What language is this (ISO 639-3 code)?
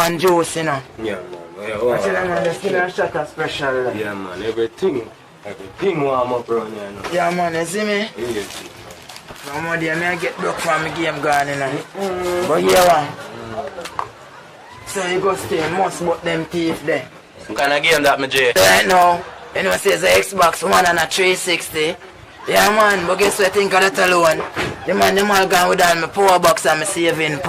jam